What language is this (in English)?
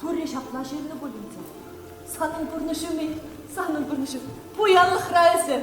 Chuvash